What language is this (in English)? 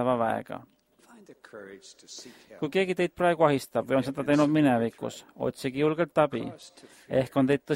Estonian